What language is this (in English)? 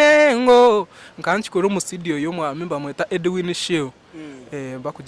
Nyankole